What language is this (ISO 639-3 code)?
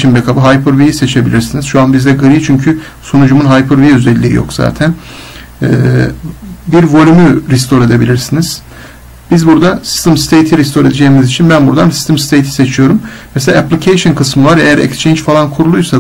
tur